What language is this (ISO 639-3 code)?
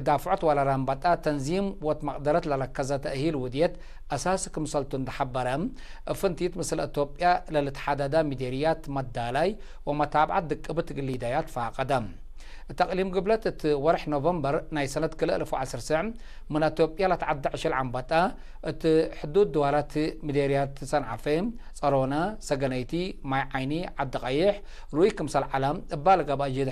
tig